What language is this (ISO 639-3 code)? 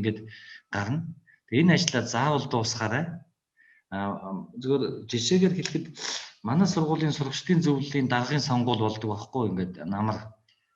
mon